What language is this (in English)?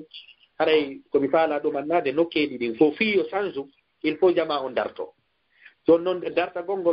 Fula